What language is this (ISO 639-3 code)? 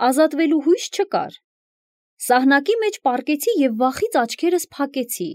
hye